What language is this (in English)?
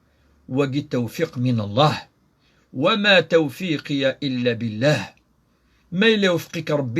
Kabyle